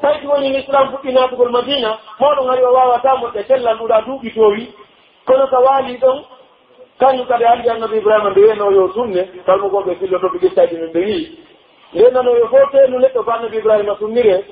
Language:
Pular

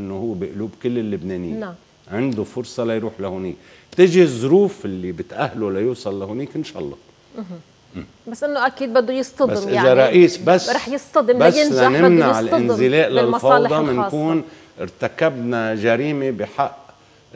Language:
North Levantine Arabic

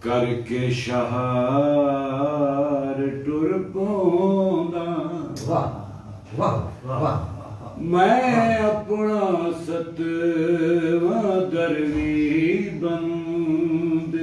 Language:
Saraiki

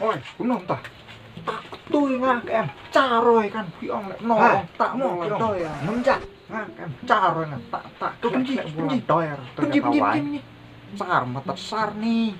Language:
Khasi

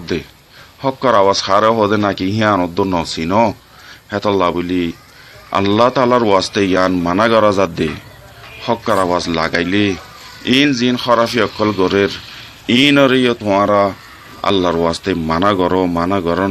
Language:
Rohingya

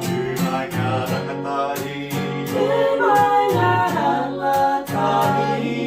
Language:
Māori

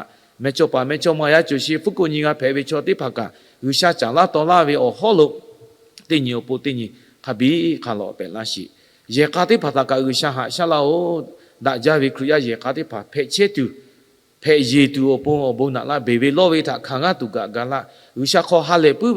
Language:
Lahu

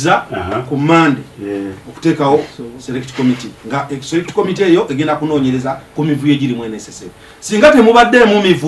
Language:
Ganda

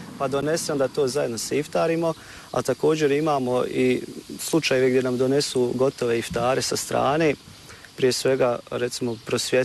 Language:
Bosnian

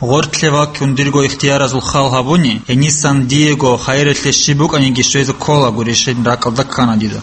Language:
Avaric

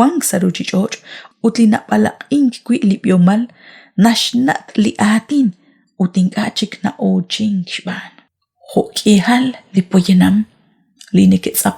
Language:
Kekchí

